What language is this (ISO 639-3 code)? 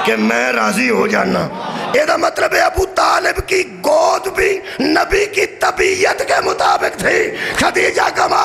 urd